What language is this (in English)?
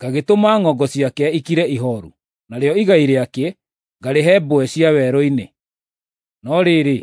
Kikuyu